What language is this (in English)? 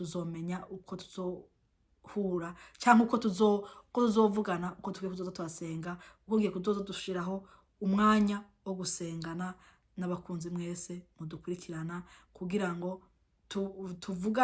Rundi